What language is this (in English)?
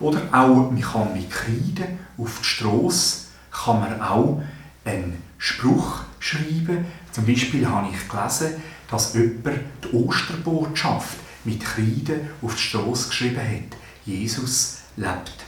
Swiss German